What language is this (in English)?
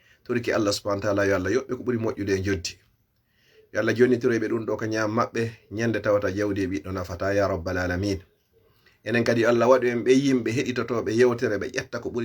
Fula